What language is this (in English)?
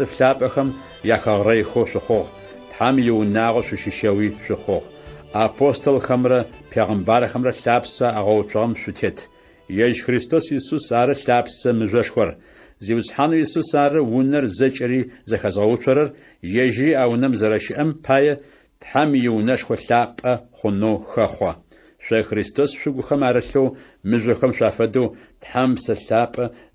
Adyghe